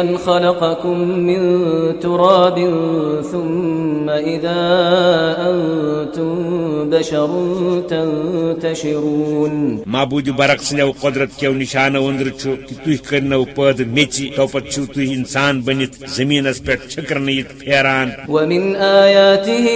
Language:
Kashmiri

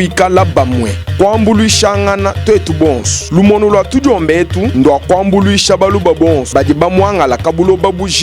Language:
Luba-Lulua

